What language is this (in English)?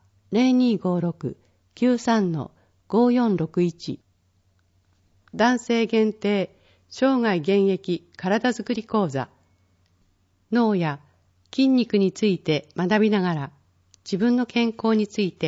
Japanese